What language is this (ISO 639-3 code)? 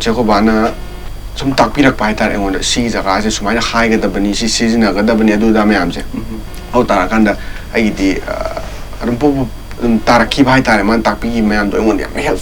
mni